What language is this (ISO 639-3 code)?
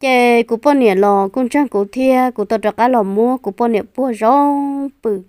hmn